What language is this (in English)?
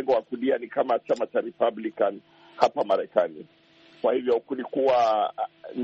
Swahili